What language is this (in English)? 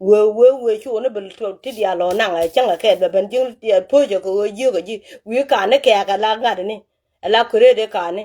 Nuer